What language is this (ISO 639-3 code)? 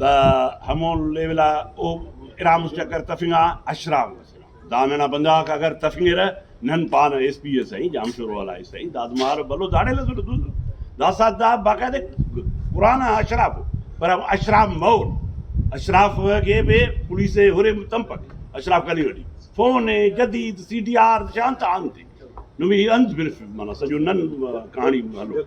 brh